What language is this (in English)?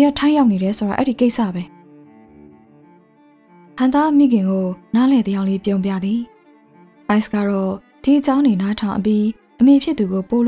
Burmese